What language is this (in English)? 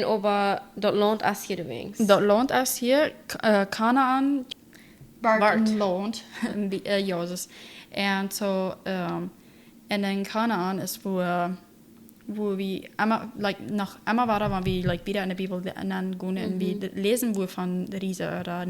Plautdietsch